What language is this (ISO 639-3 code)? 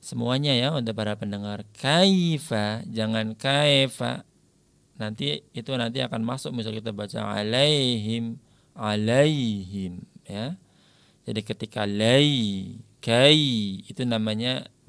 ind